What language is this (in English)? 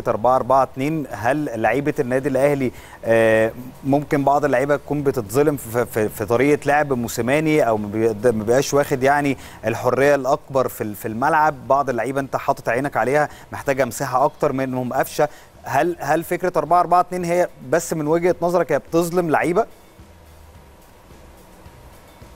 Egyptian Arabic